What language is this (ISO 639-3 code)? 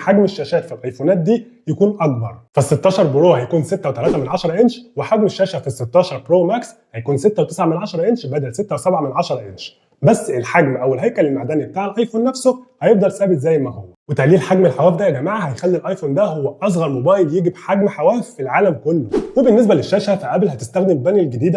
arz